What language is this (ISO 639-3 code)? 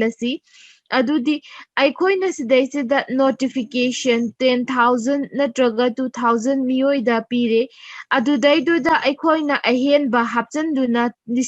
mni